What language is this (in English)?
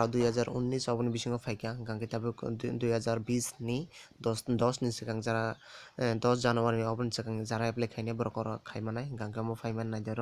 Kok Borok